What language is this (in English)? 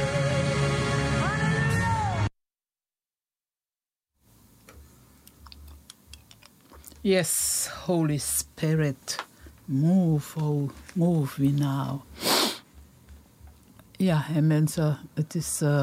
Dutch